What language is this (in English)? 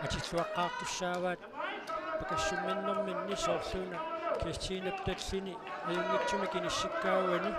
Kalaallisut